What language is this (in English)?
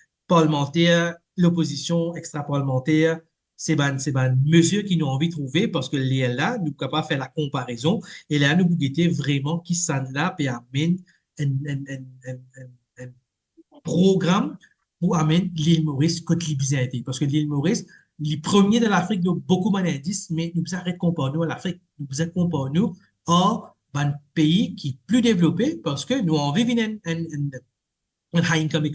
Morisyen